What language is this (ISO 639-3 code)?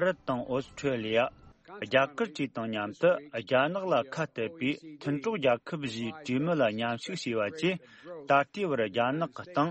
bod